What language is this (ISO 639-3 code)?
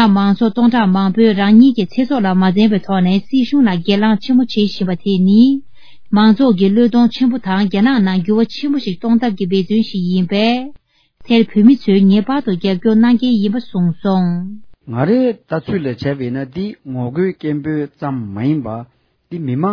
bod